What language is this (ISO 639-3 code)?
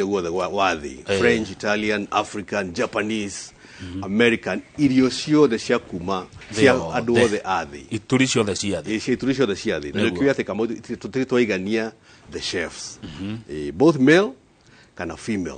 kik